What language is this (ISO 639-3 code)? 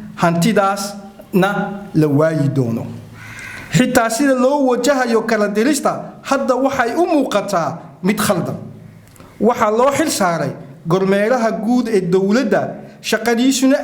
som